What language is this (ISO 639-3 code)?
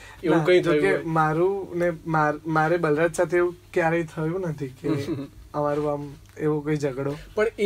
guj